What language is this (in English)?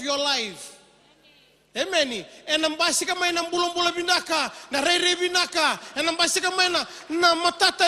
Fijian